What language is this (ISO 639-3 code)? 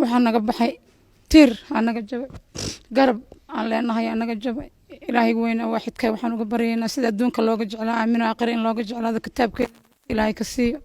som